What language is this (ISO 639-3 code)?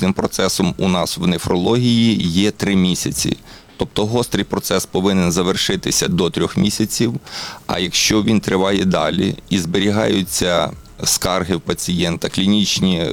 ukr